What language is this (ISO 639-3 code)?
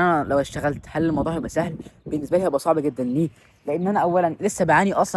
arz